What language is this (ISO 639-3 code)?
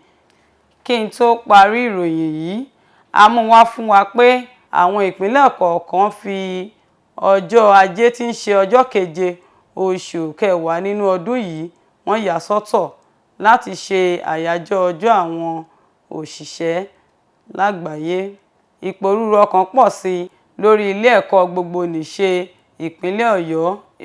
yor